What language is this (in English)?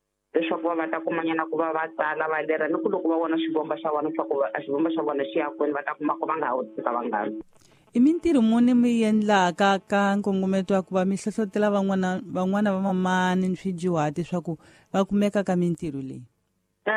Tsonga